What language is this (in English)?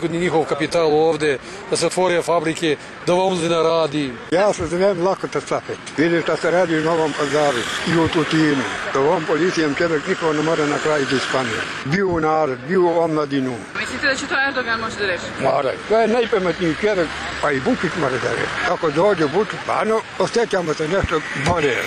Serbian